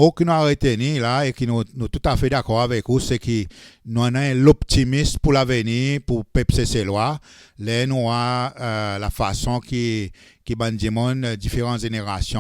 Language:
Seselwa Creole French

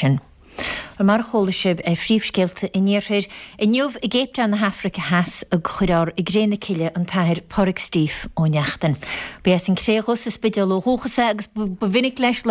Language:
Irish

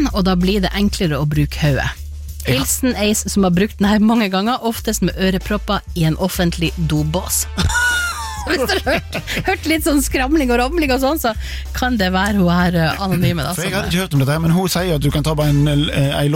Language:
Norwegian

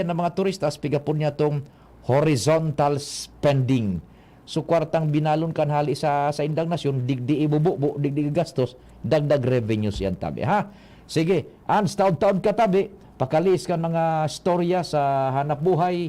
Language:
Bikol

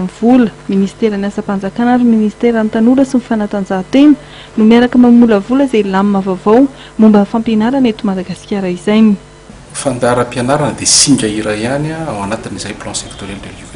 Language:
Malagasy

